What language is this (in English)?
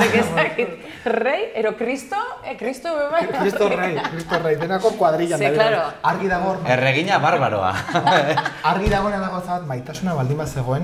Basque